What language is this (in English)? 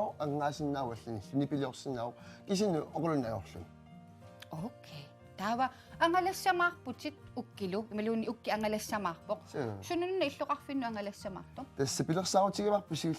Kalaallisut